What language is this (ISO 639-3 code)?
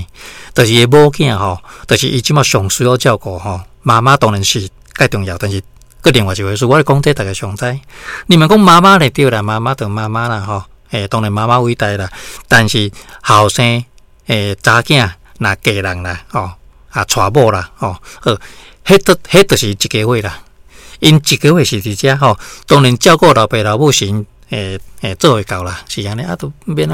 nan